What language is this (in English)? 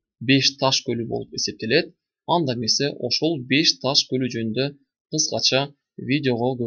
Kyrgyz